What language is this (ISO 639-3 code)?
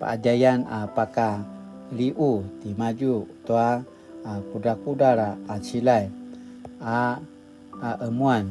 pwn